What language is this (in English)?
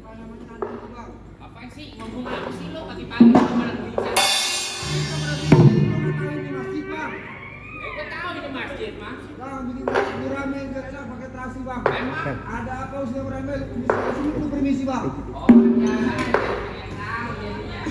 Betawi